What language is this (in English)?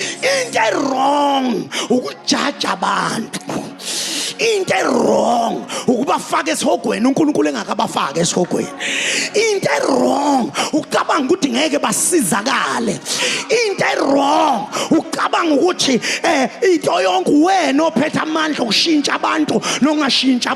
Zulu